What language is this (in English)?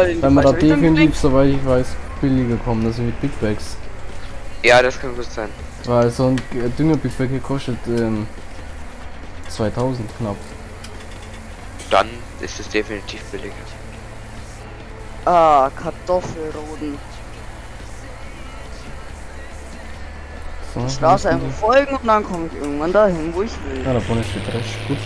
German